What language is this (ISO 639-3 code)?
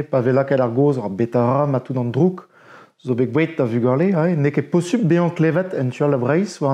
bre